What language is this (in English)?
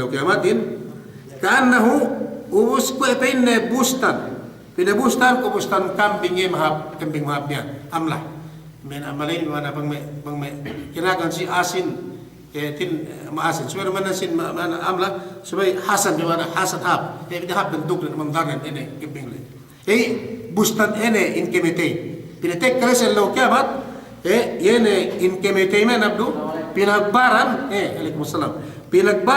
Yakan